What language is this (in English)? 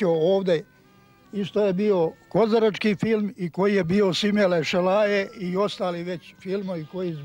Bosnian